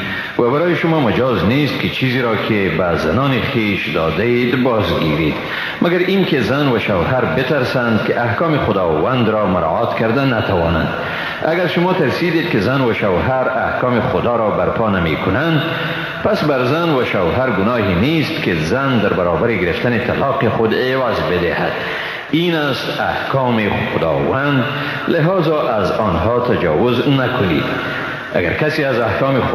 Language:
Persian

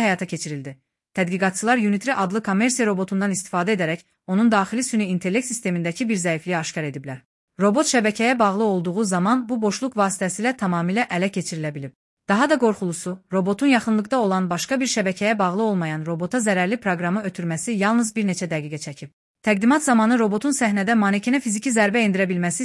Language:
Azerbaijani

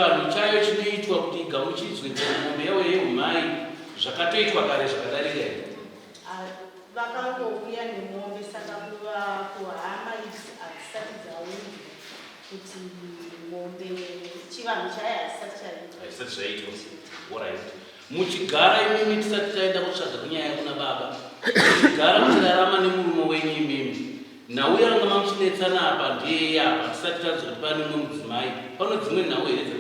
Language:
Shona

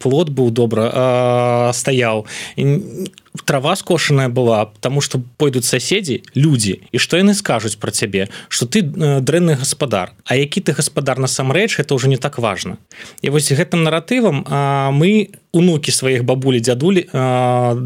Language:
Belarusian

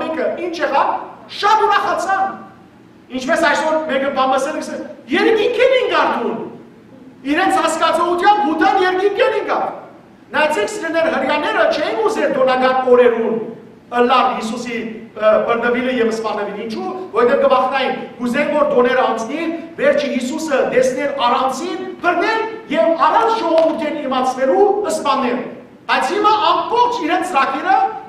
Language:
Western Armenian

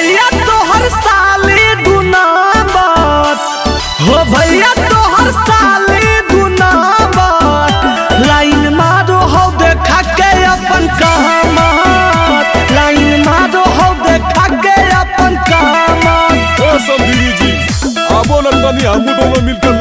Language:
Magahi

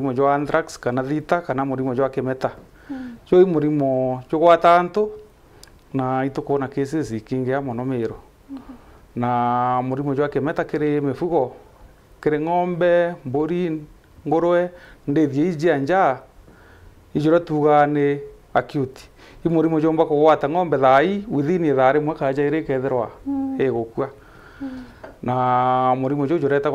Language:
Meru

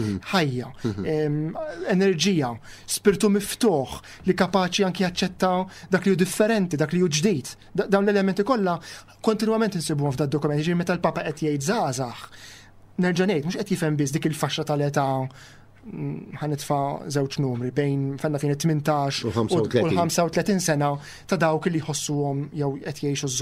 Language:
Maltese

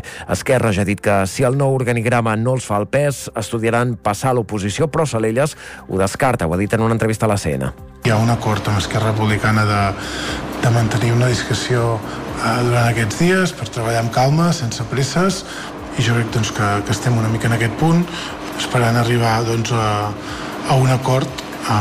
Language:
Catalan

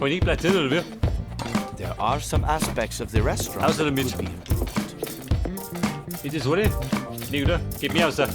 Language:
Bavarian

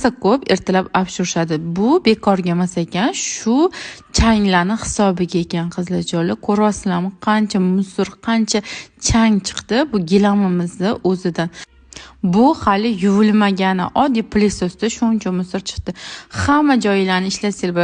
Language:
Uzbek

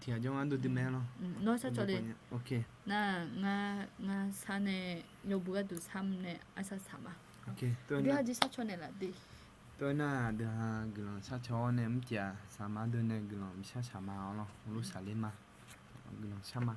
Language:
Akha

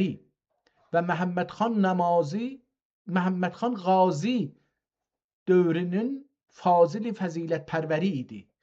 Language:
South Azerbaijani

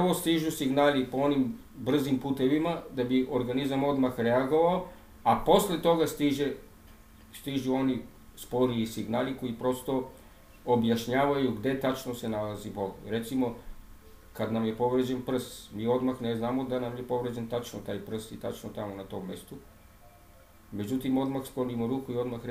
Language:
Serbian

